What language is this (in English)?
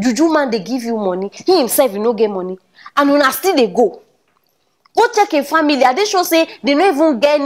Nigerian Pidgin